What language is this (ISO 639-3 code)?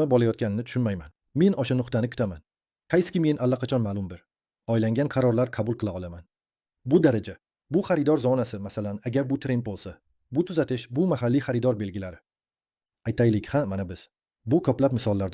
uzb